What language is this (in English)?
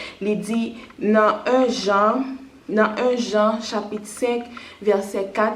Haitian Creole